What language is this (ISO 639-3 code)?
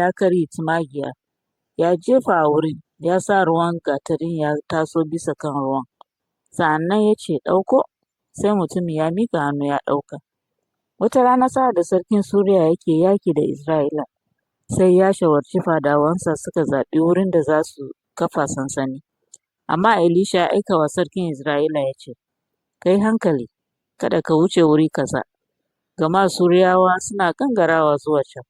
hau